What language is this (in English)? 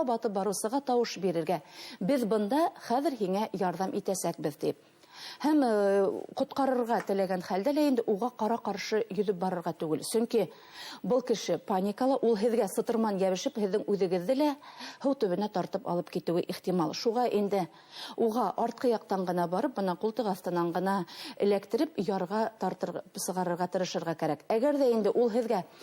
Bashkir